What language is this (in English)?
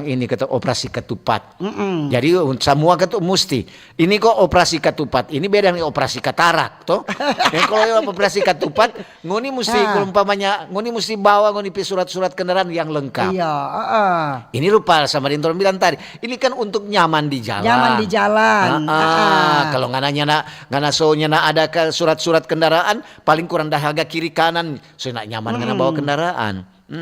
Manado Malay